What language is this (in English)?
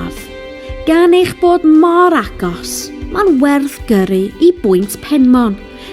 Welsh